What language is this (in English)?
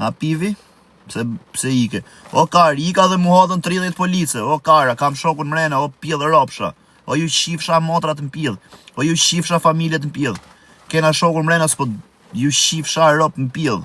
Albanian